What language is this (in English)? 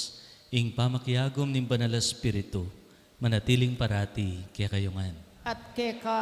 Pampanga